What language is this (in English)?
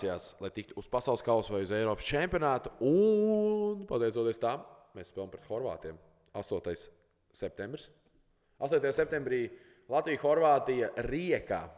Latvian